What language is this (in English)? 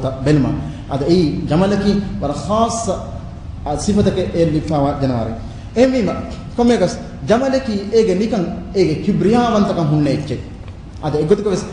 Divehi